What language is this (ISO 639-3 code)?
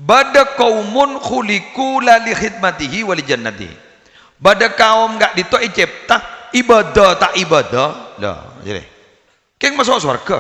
mad